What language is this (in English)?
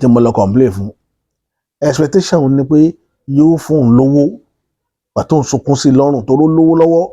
Yoruba